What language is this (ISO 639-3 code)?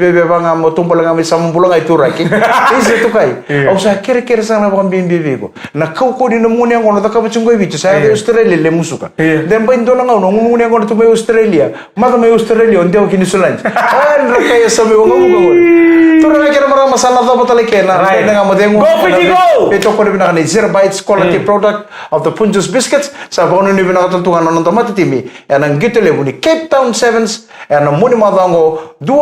fij